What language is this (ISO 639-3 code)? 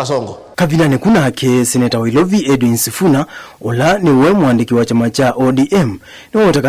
kam